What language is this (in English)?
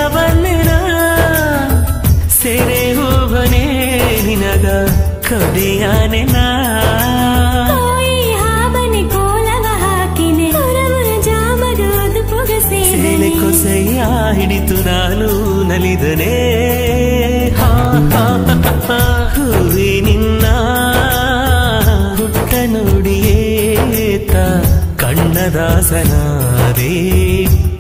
Kannada